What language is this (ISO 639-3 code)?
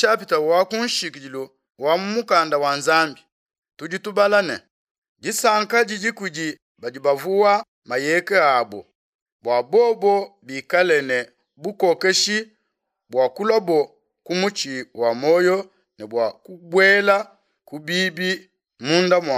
lua